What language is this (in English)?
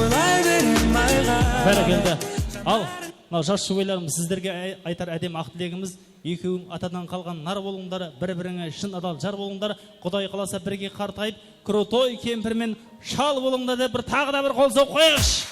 Kara-Kalpak